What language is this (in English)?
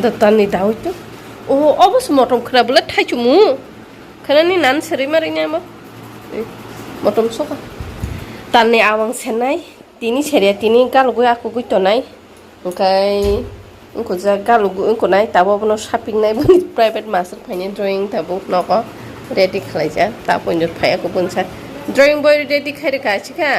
Kok Borok